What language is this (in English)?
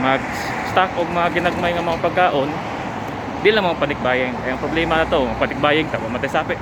Cebuano